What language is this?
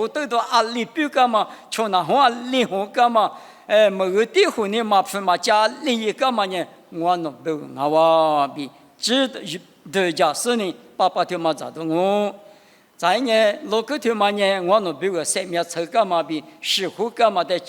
Lisu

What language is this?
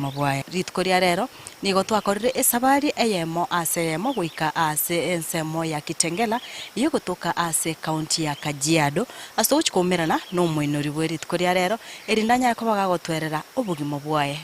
Gusii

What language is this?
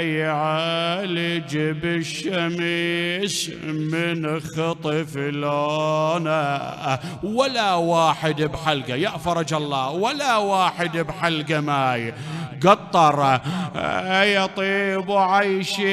Mesopotamian Arabic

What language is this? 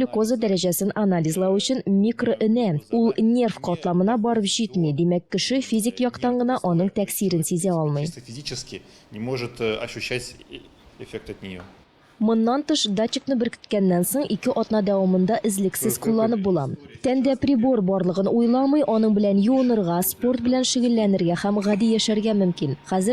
Tatar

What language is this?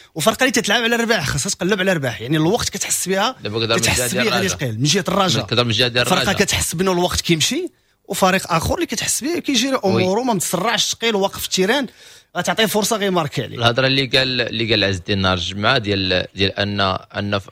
Moroccan Arabic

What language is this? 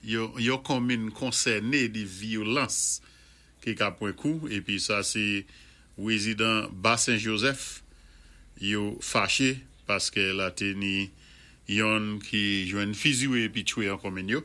Saint Lucian Creole French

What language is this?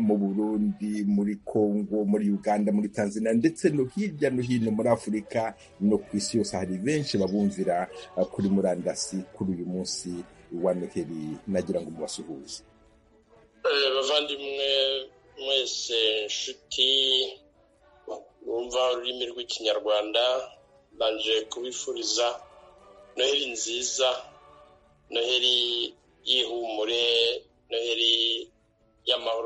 Kinyarwanda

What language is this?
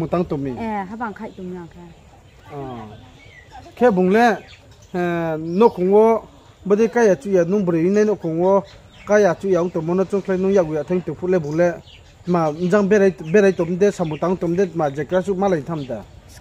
Riang (India)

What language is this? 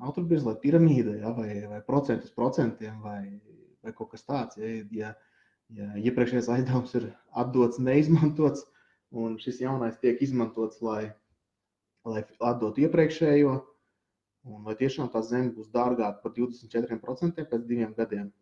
Latvian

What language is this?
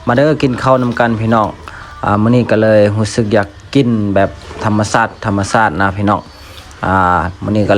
Lao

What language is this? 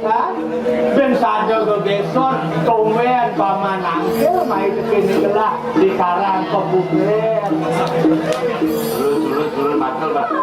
Balinese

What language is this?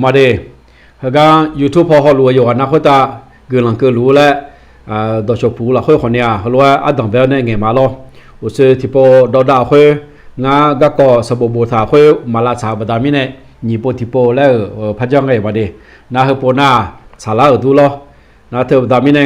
Akha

